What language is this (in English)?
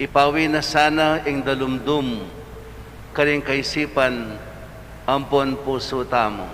Pampanga